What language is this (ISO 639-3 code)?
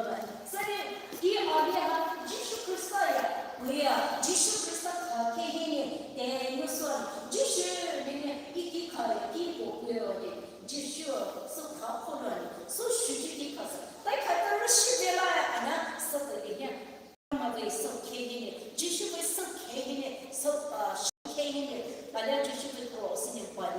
pmx